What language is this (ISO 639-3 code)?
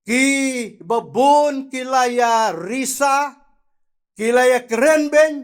kha